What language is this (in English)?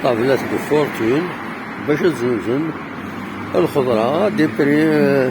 Kabyle